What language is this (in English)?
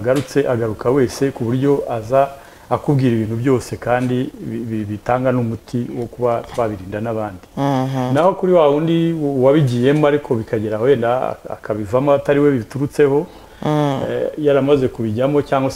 Kinyarwanda